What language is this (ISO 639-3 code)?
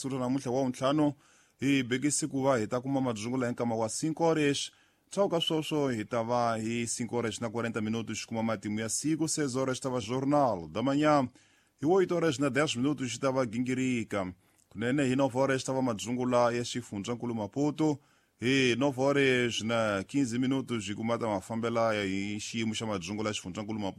tso